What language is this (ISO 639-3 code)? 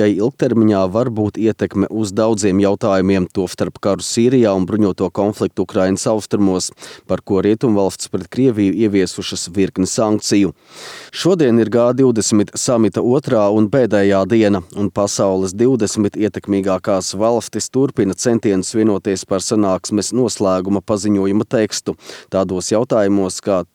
lav